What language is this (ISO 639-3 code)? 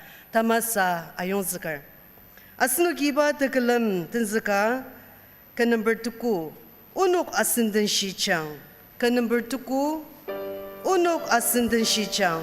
njo